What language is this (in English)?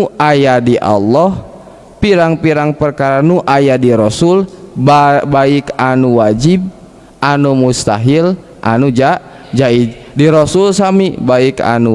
Sundanese